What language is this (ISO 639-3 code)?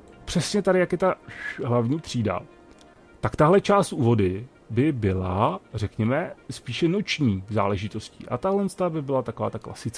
ces